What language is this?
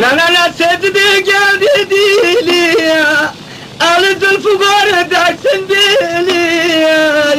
Khorasani Turkish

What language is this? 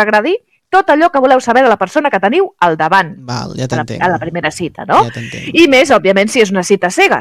Catalan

